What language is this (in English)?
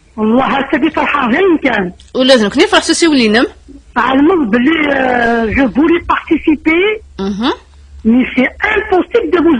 Kabyle